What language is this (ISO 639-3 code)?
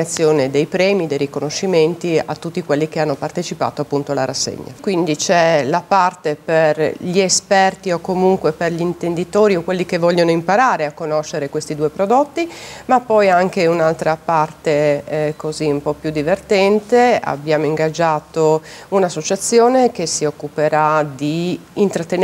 ita